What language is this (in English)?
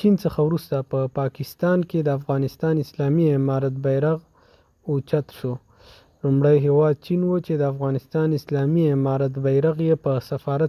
Pashto